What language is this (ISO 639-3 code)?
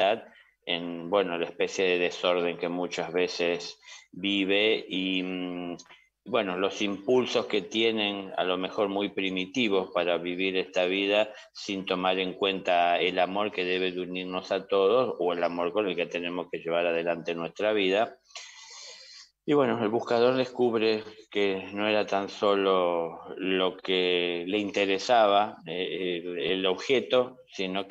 spa